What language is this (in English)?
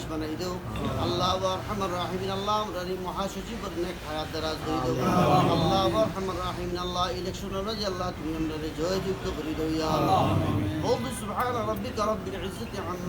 Sylheti